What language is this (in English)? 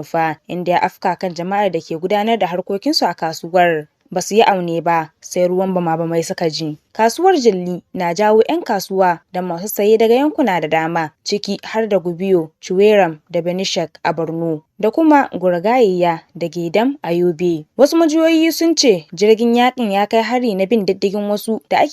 Hausa